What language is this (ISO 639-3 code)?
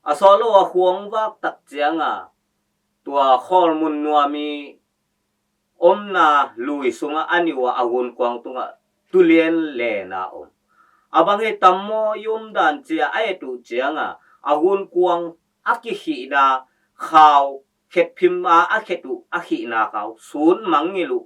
ctd